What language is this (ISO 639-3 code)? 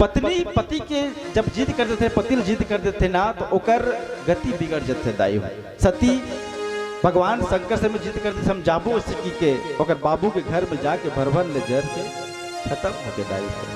hne